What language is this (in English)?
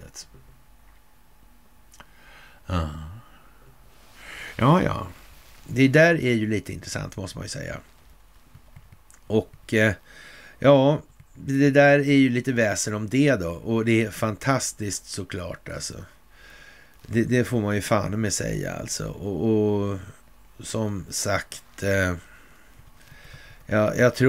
Swedish